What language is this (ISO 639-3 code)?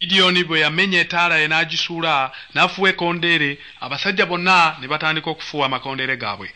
lug